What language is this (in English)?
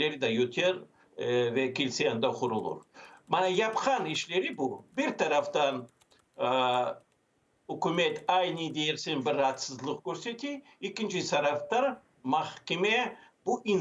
Crimean Tatar